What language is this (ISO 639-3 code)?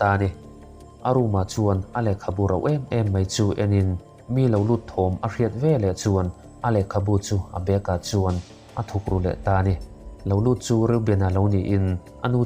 lus